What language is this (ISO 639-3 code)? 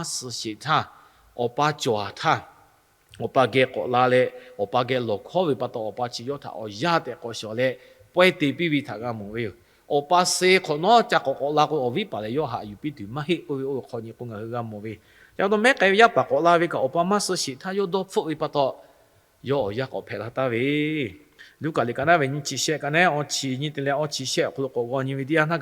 lhu